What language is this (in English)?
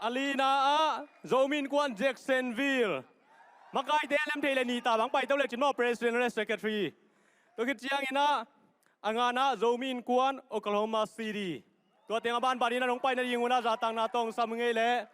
Tedim Chin